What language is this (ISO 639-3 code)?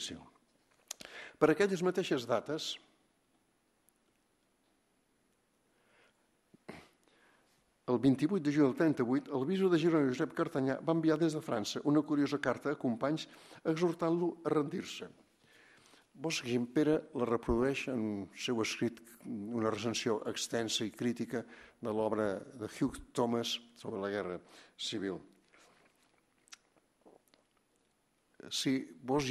cat